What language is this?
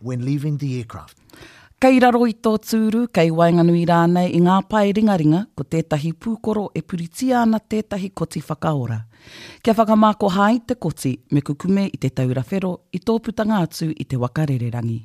Māori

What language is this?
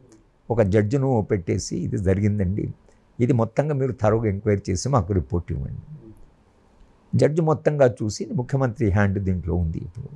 Telugu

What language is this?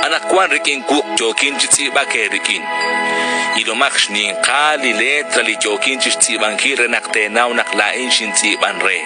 Kekchí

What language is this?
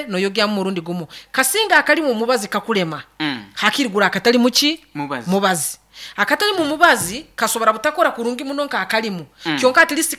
Nyankole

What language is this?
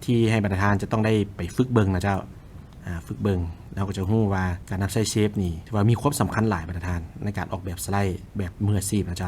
Lao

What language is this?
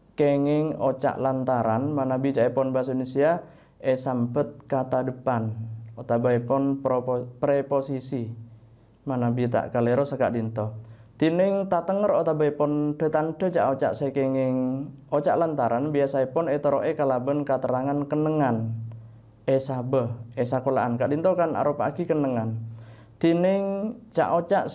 Madurese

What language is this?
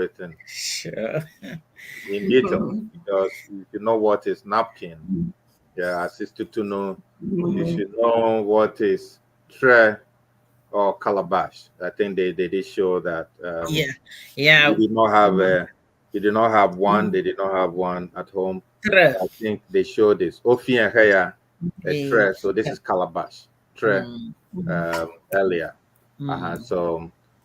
Ewe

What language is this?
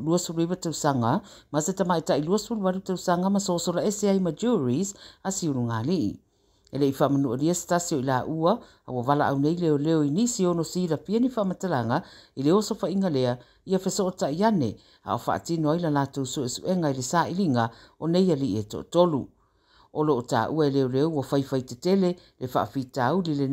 Samoan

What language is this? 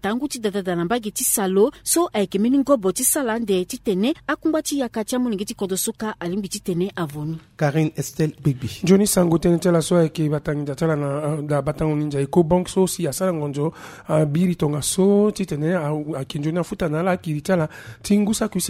Sango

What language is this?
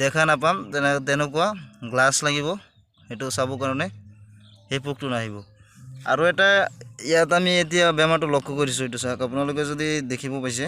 Assamese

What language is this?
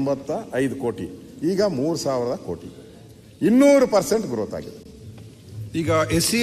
Kannada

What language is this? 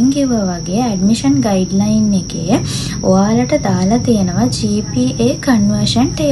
Sinhala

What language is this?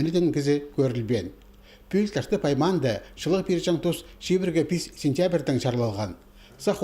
Khakas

